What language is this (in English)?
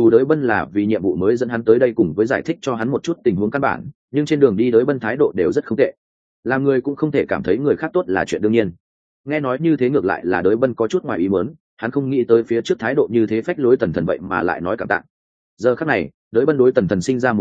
Vietnamese